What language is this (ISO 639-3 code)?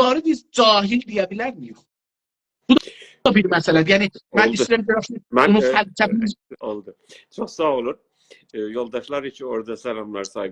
azb